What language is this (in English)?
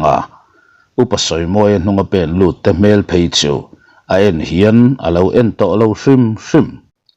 Mizo